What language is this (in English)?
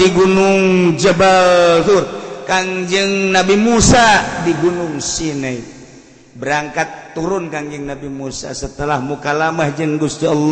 Sundanese